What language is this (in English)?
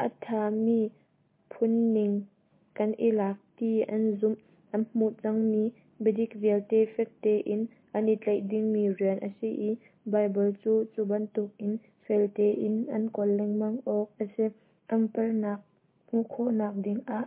Hakha Chin